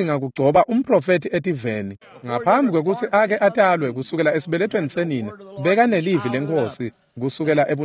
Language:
Swati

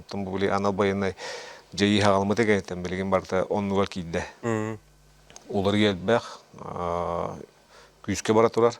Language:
Yakut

